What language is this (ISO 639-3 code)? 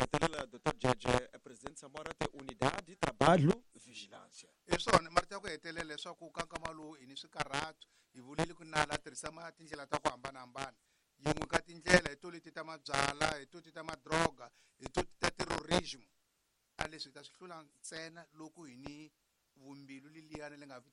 tso